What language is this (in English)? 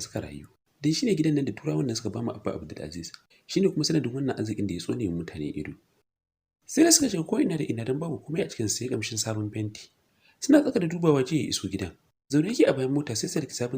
Hausa